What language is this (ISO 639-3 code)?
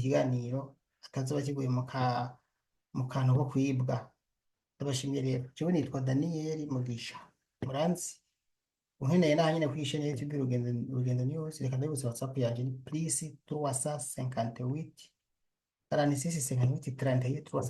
run